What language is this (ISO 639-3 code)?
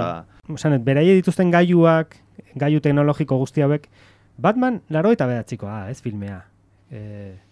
eus